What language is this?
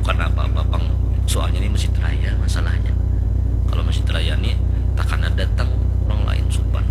Banjar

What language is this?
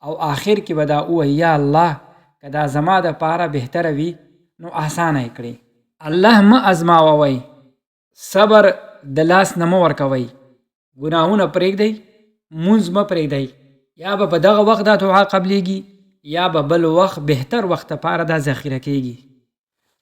Pashto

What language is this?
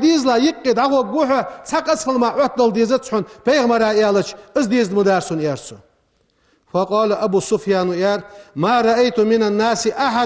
Ingush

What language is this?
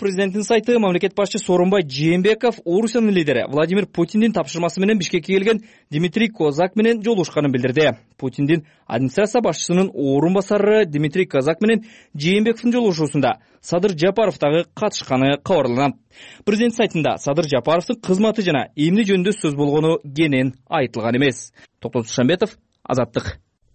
Kyrgyz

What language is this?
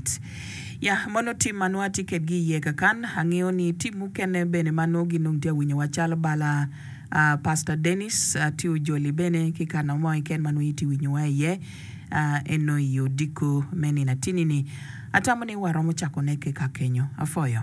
Acoli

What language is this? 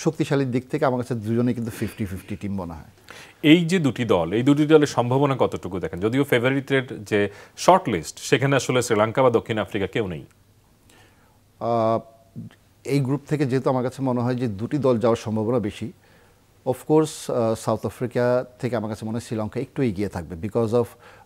Bangla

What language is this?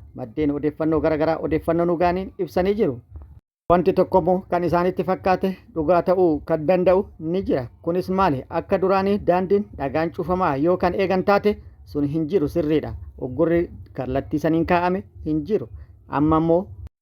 Oromo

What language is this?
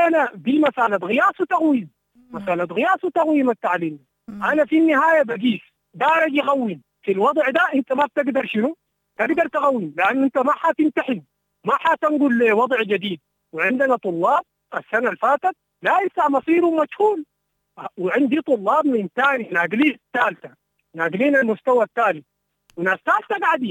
Sudanese Arabic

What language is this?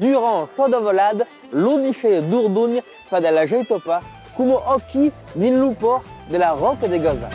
Occitan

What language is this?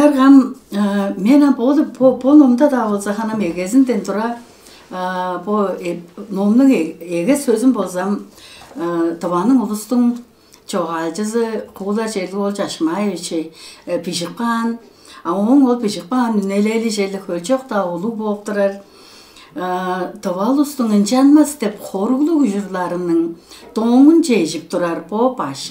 Tuvinian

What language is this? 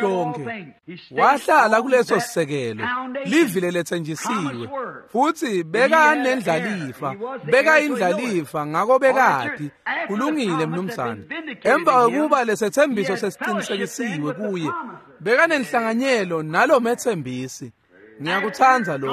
Swati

